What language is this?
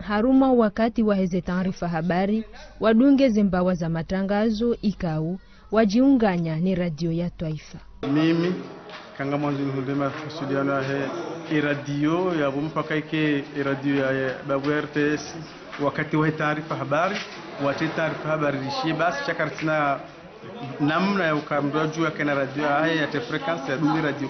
Ngazidja Comorian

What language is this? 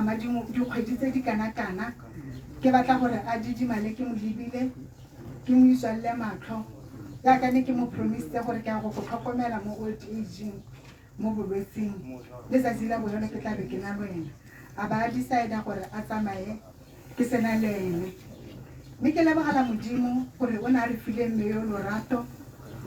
Tswana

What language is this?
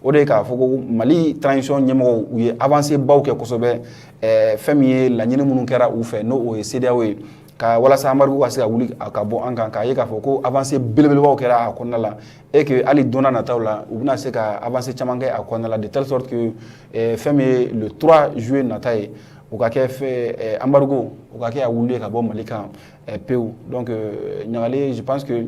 Bambara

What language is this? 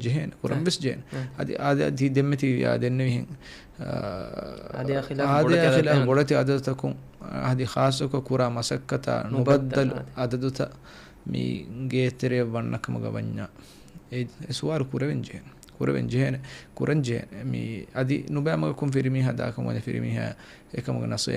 Divehi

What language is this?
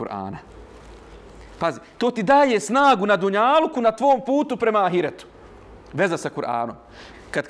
Bosnian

